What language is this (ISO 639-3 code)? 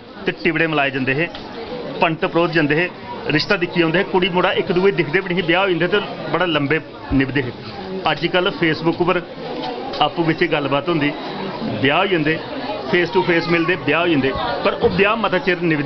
doi